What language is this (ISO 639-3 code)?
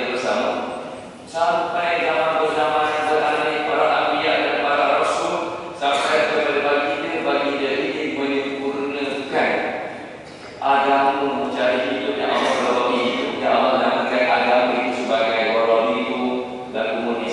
msa